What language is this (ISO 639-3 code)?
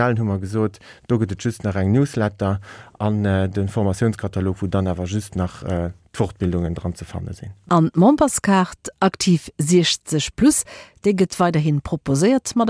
ltz